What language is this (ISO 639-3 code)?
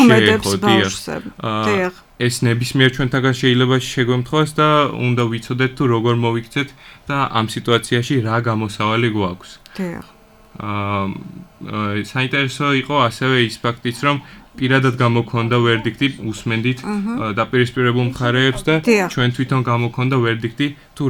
kat